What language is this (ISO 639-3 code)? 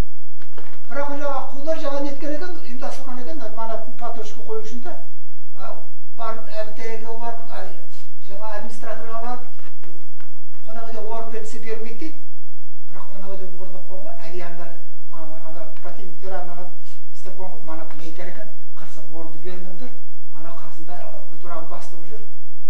kaz